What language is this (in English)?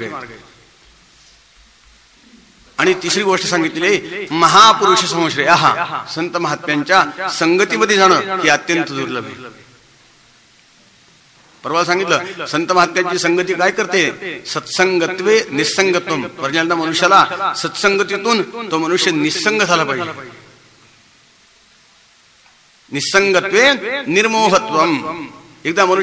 Marathi